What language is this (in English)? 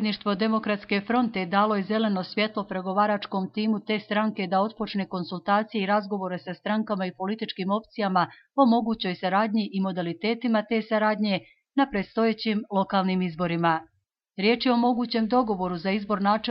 Bosnian